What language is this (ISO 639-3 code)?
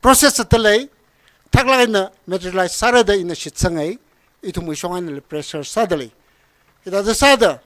nmf